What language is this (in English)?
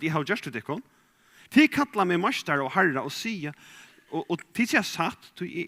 Faroese